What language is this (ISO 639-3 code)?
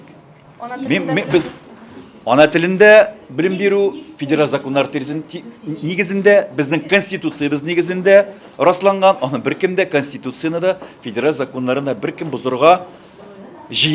tat